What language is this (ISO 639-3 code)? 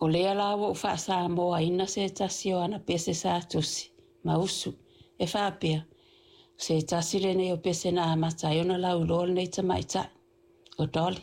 smo